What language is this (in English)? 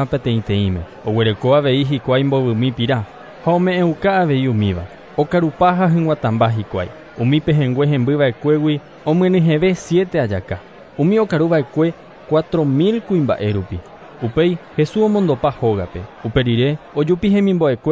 Guarani